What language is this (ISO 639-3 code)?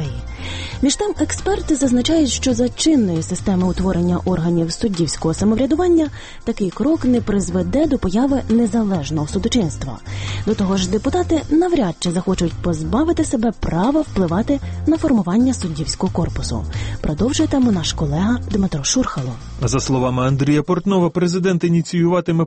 ukr